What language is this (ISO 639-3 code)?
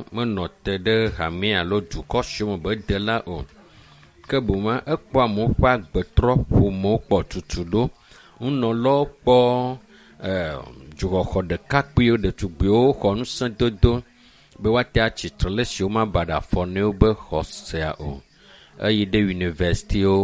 ewe